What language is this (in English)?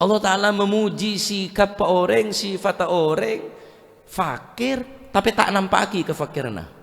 Madurese